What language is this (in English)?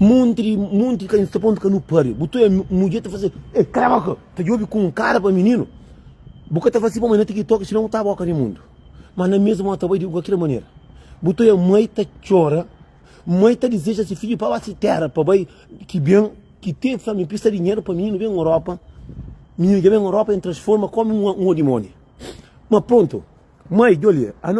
Kabuverdianu